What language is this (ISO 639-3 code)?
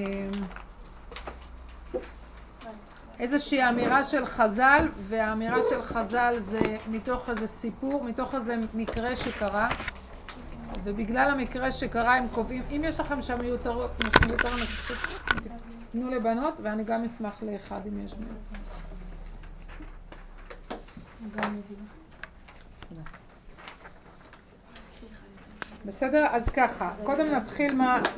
heb